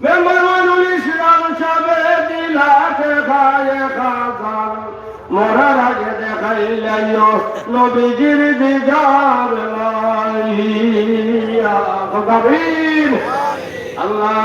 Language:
Sylheti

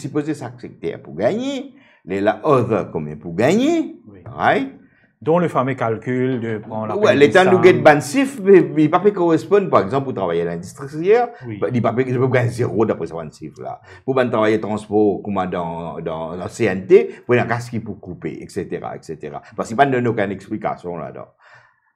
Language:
Morisyen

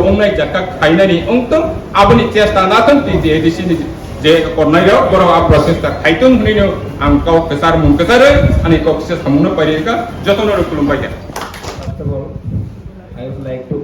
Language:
Kok Borok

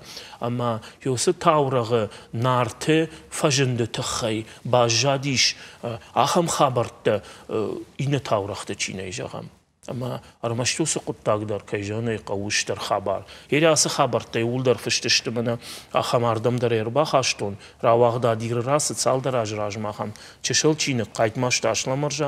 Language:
Ossetic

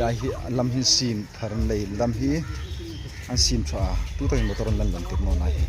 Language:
Hmar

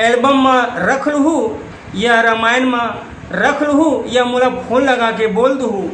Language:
Chhattisgarhi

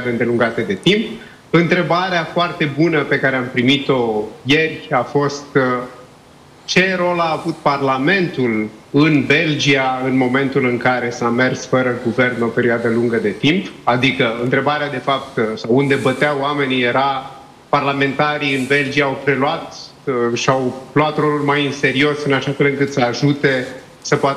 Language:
Romanian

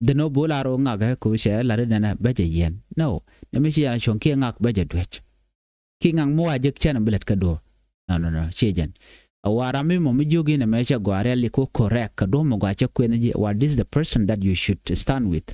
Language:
Nuer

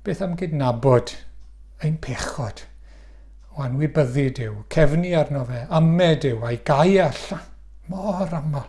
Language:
Welsh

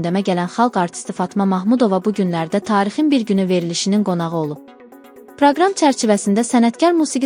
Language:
Azerbaijani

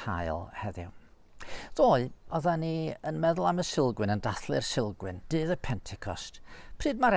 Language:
Welsh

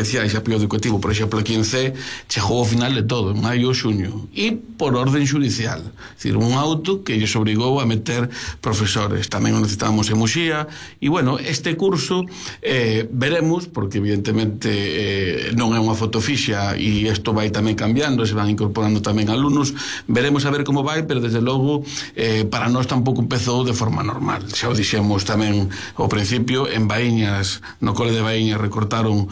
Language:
Galician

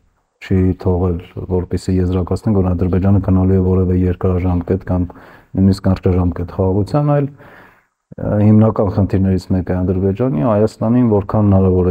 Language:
Armenian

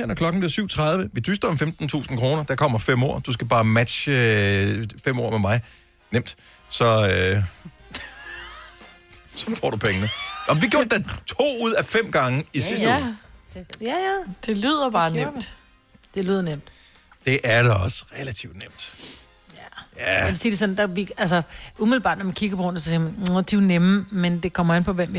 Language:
Danish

